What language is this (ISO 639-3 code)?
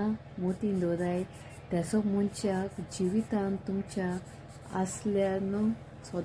kok